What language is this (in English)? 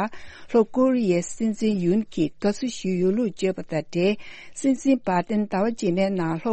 Tibetan